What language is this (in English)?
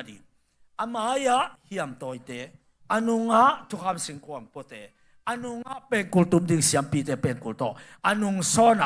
Tedim Chin